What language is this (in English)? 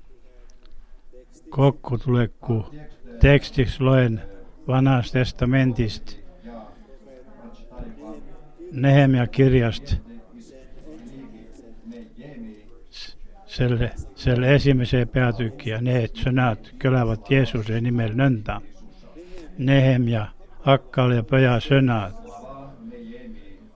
Finnish